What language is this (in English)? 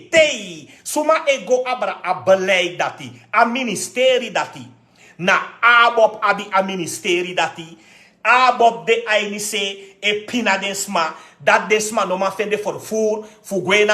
Sranan Tongo